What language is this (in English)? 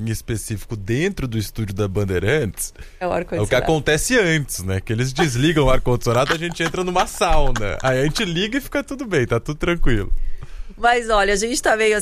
Portuguese